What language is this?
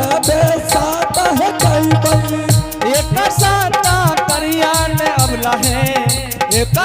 Angika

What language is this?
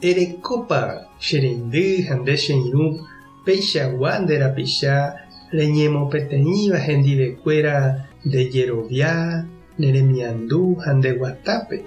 Guarani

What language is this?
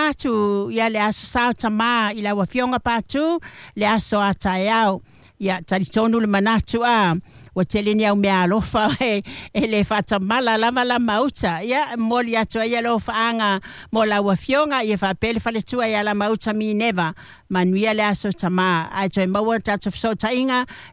Samoan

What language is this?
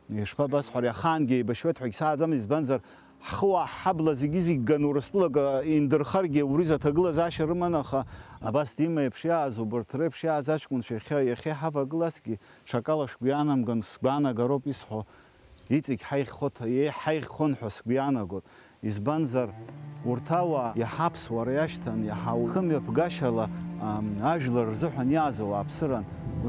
Abkhazian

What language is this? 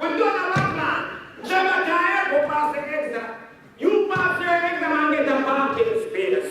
Jamaican Creole English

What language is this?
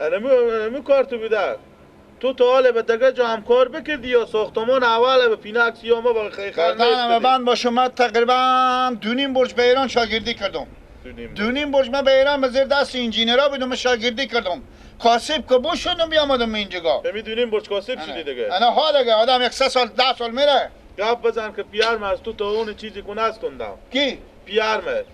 Persian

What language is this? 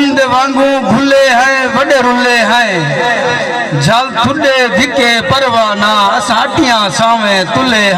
Saraiki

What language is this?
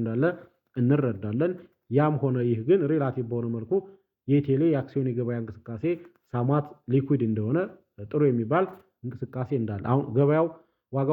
Amharic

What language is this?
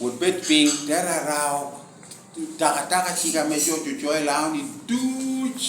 Lango (Uganda)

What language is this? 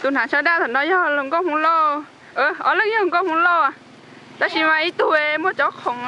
Hmong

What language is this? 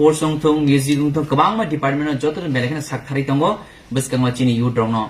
Kok Borok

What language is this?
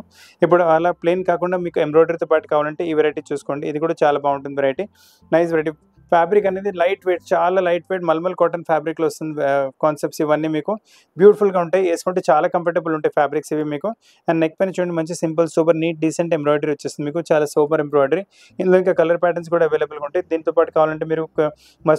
Telugu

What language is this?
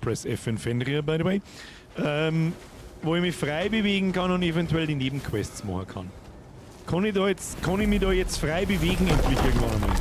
Bavarian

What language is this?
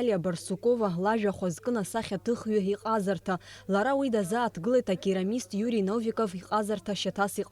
Abkhazian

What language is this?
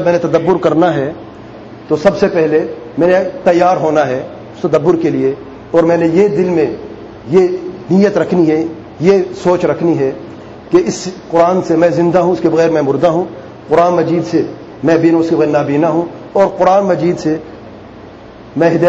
Urdu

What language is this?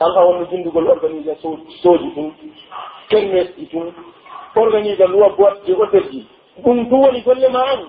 Pular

